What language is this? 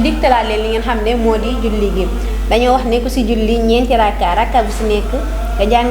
Wolof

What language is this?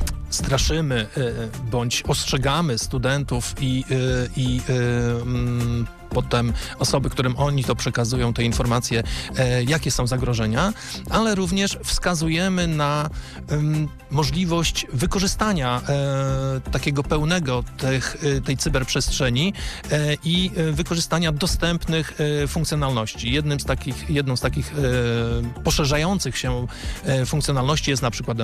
Polish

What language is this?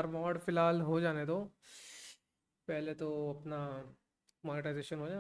Hindi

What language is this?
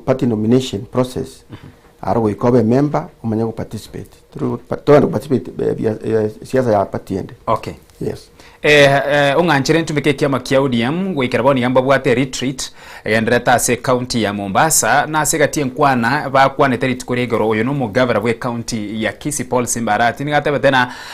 Gusii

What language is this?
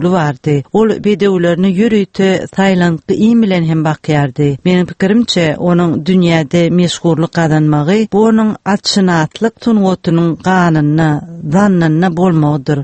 Turkmen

